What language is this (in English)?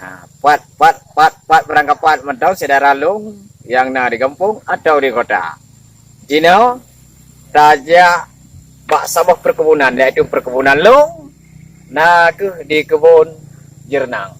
Achinese